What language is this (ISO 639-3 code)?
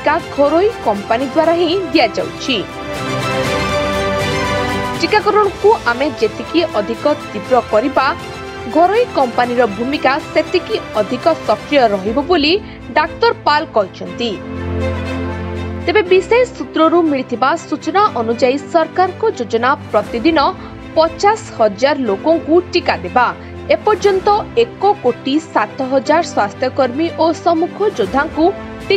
ori